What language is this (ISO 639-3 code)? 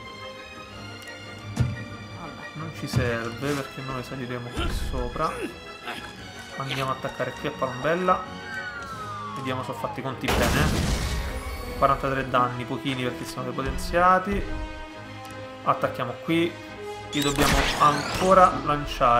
ita